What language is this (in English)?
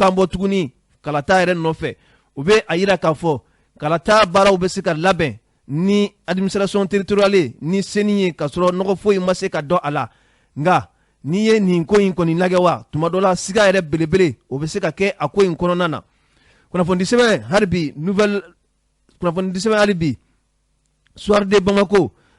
Bambara